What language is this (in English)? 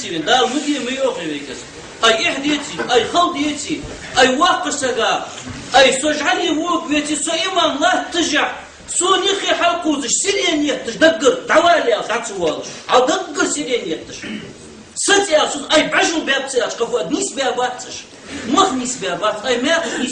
Ingush